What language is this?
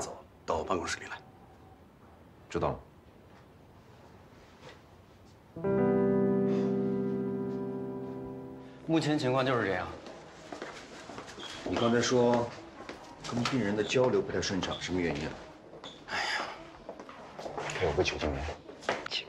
Chinese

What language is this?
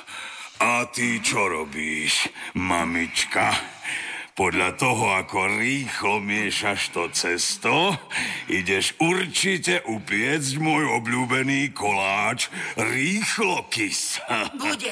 Slovak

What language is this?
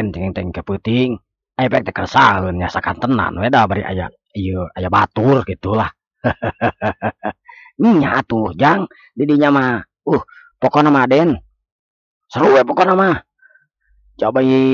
Sundanese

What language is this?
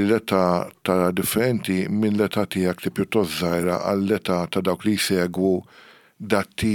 Maltese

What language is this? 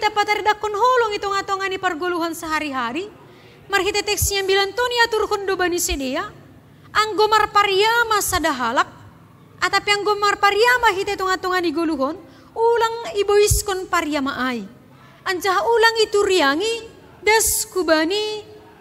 Batak Simalungun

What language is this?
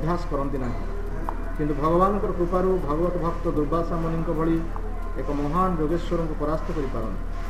Odia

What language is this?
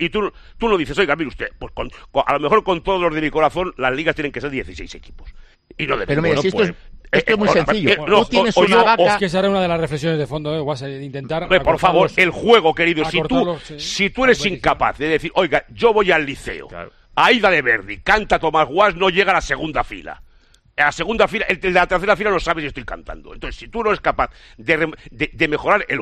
Spanish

